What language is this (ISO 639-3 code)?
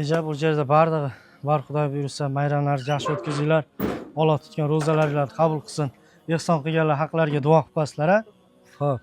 uzb